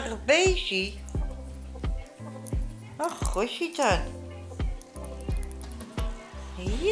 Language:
Dutch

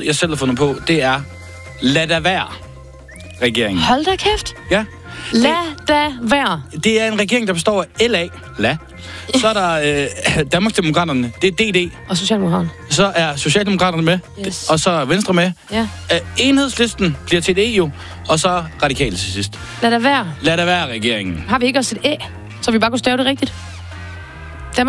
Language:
Danish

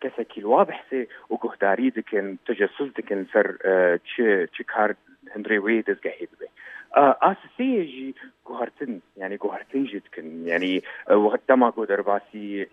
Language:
Kurdish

